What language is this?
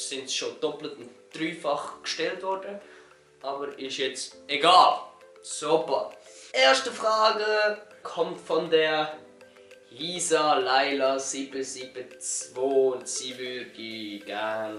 Swiss German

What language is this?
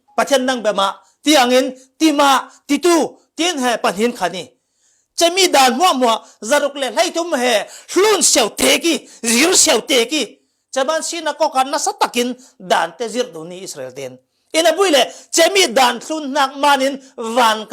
Falam Chin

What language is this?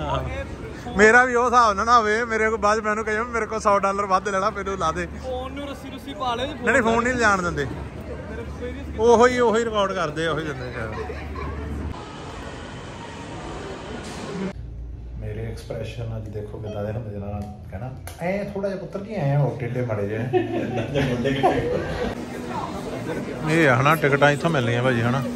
Punjabi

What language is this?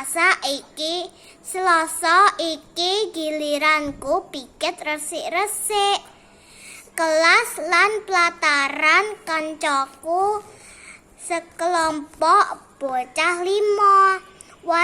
Javanese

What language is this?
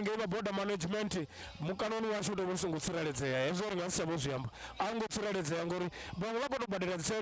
Venda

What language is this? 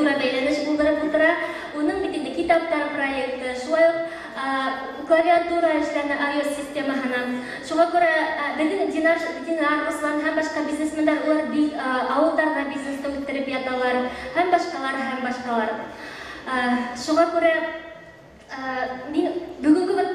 Bashkir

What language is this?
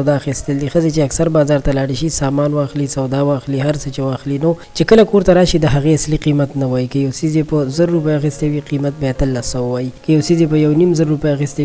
Pashto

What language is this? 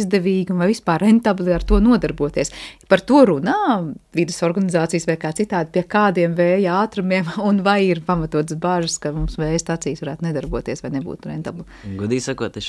Latvian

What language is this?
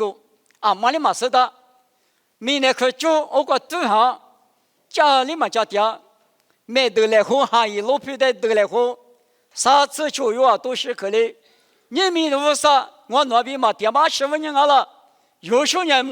Lisu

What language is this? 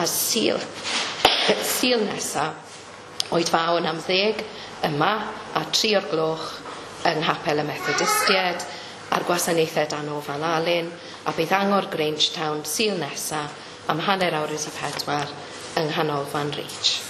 Welsh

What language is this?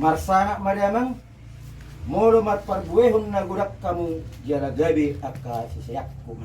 Batak Toba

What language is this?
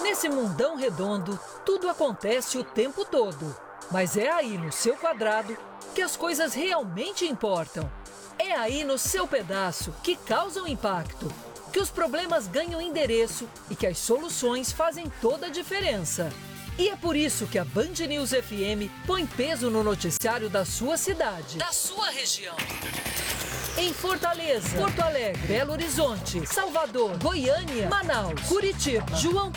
Portuguese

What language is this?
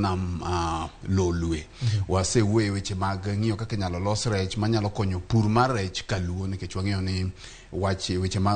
Luo (Kenya and Tanzania)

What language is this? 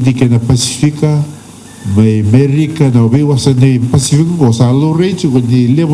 Fijian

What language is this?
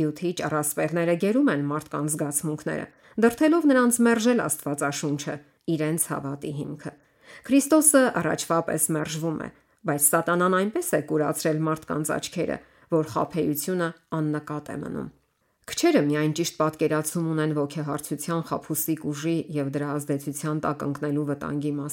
Armenian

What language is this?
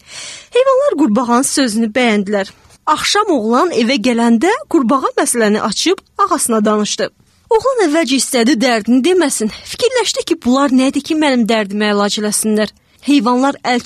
Azerbaijani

